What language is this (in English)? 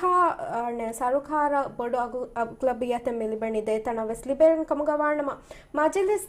Divehi